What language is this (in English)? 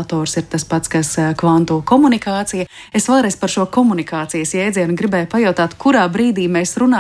Latvian